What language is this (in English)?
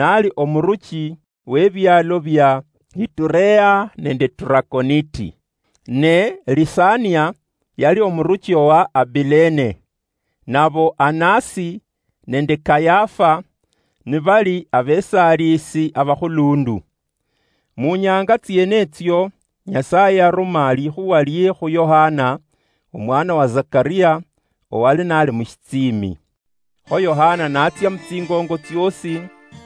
Luyia